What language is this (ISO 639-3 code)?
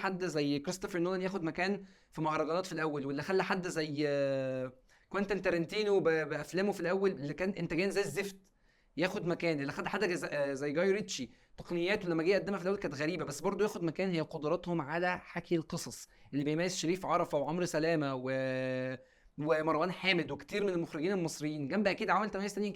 arz